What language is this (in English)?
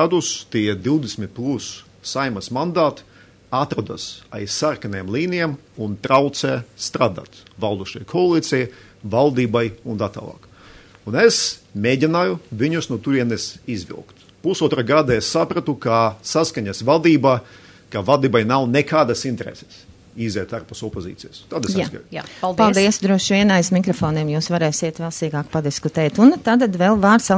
Latvian